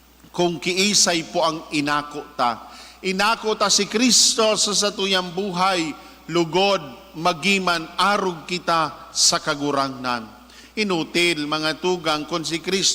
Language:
Bikol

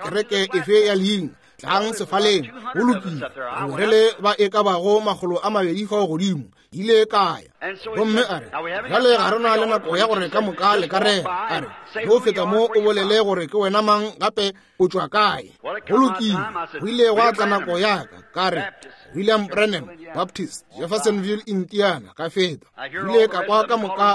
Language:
Northern Sotho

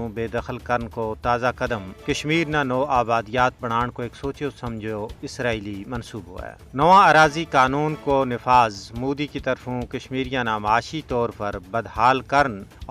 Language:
Gujari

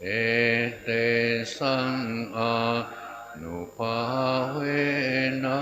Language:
Pali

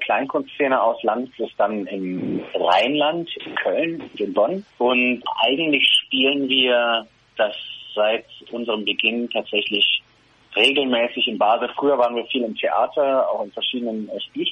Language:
German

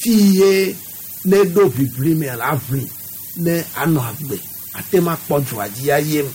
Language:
Gen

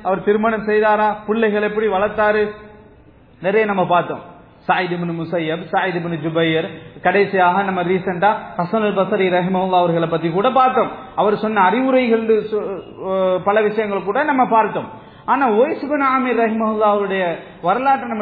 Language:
Tamil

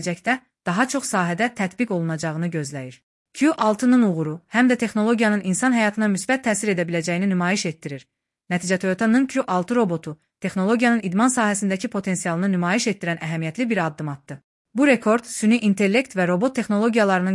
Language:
Azerbaijani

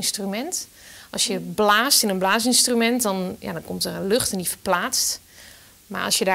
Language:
Western Frisian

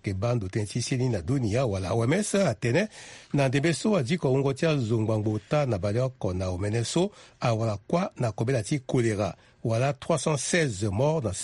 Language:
Sango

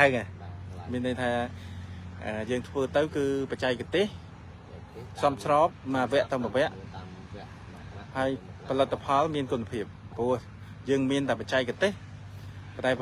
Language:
Khmer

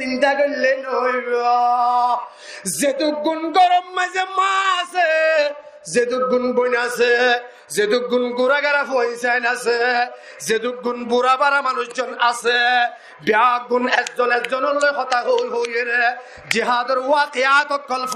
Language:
Rohingya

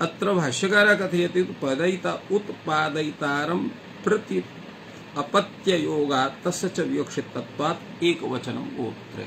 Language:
Sanskrit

